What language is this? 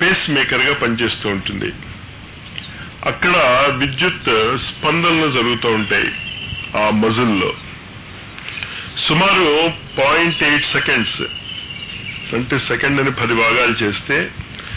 Telugu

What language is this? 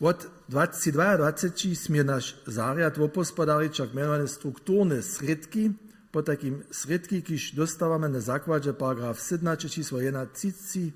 Upper Sorbian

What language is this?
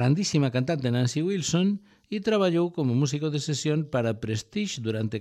Galician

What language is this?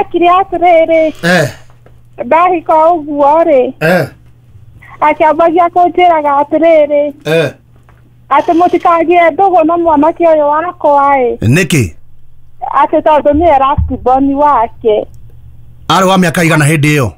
Kikuyu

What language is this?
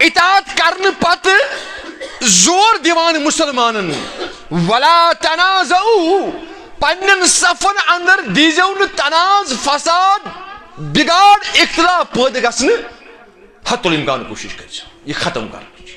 Kashmiri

